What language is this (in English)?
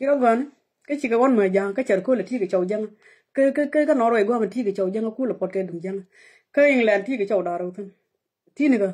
Nuer